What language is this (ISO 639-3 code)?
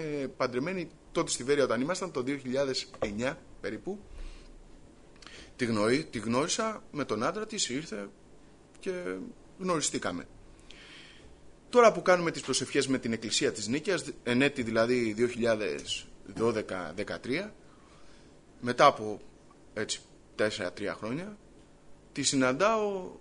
ell